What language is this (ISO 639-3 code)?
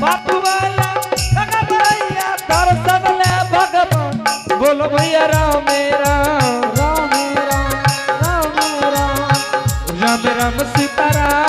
anp